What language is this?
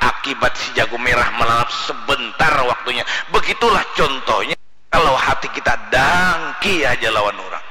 Banjar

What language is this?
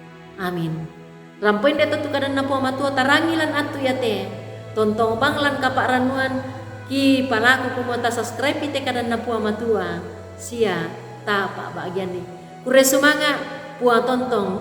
Toraja-Sa'dan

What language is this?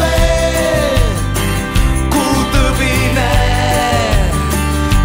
Estonian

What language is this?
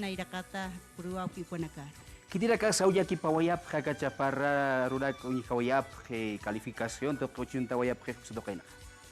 Aymara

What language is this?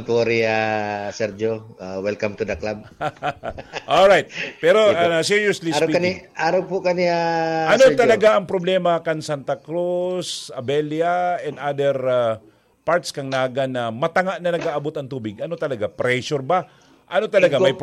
Bikol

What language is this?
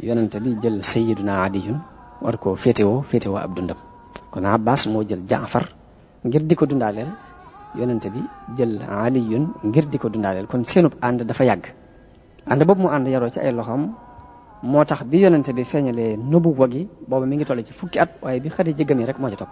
Wolof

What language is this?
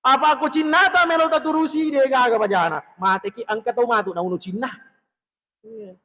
Buginese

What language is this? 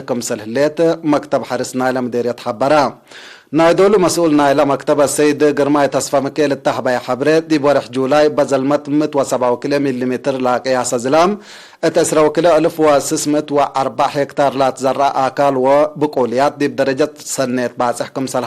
Tigre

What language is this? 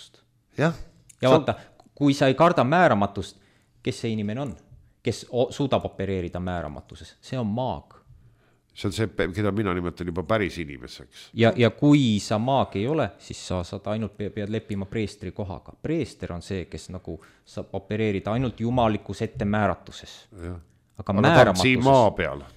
Estonian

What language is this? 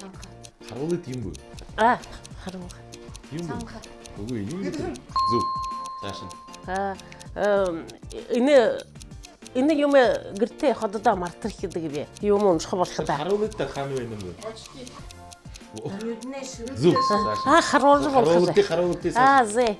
Buriat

